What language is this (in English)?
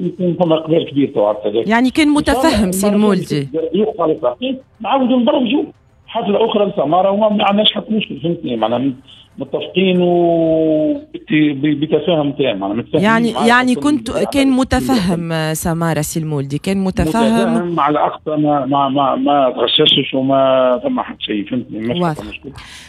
Tunisian Arabic